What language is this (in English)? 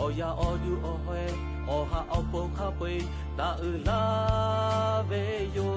Lahu